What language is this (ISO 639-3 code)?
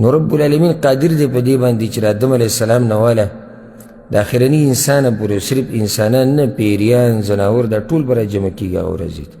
pus